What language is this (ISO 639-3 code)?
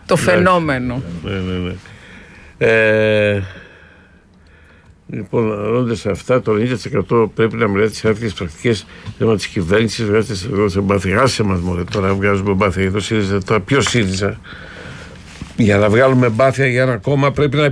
ell